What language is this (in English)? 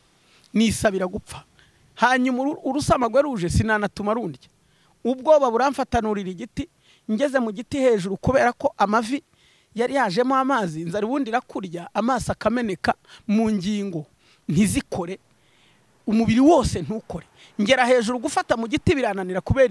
Kinyarwanda